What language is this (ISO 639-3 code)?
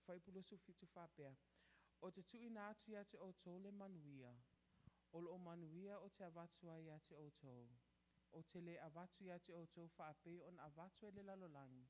smo